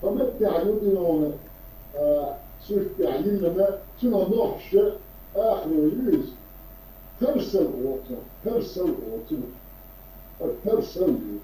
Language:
Chechen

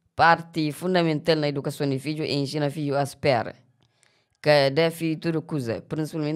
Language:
Kabuverdianu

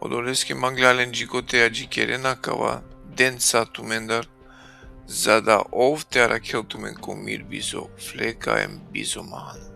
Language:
Balkan Romani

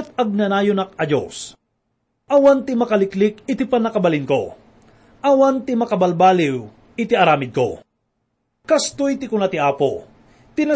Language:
Iloko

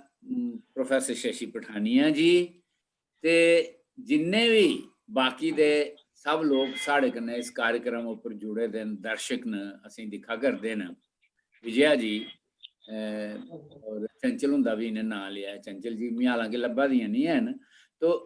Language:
Dogri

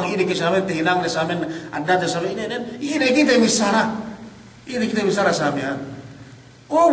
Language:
Yakan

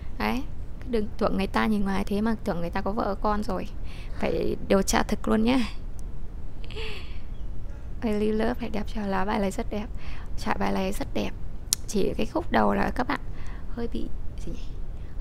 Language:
Vietnamese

